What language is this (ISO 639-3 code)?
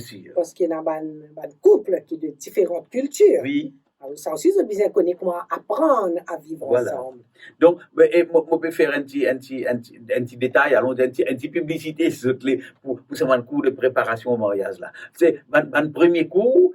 mfe